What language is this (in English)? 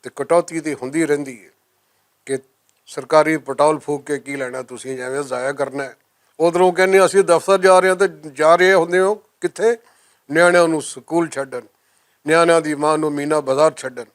Western Panjabi